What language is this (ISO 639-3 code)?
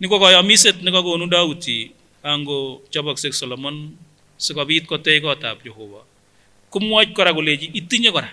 sgc